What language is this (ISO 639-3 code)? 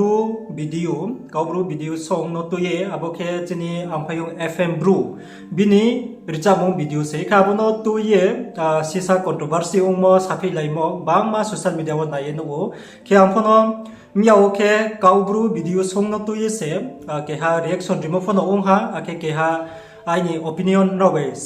ria